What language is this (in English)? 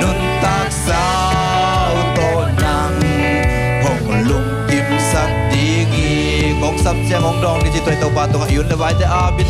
Tedim Chin